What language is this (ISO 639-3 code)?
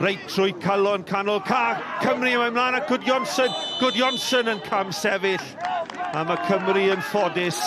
cym